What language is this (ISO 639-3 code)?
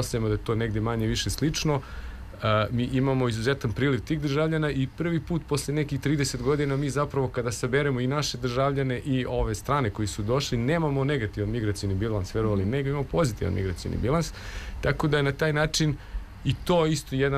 srp